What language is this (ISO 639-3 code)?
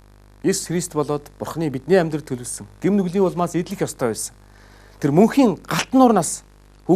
mon